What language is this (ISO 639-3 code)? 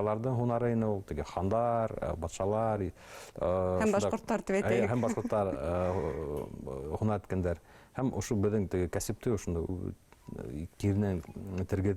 bak